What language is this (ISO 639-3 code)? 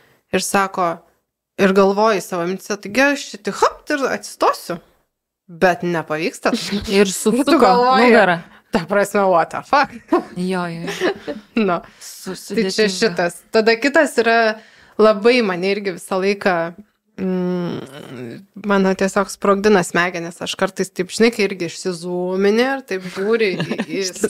lit